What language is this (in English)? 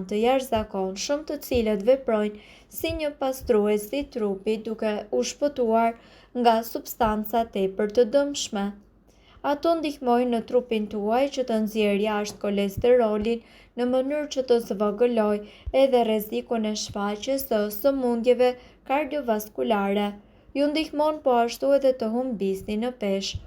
Albanian